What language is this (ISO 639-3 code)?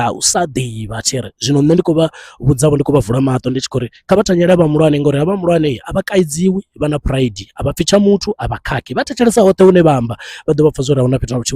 ven